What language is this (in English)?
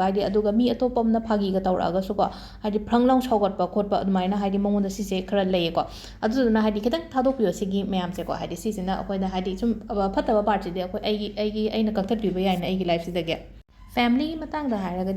Manipuri